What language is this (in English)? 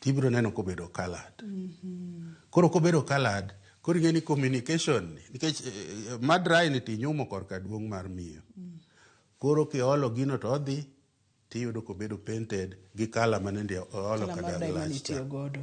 Luo (Kenya and Tanzania)